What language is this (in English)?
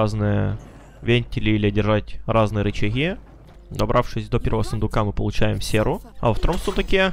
Russian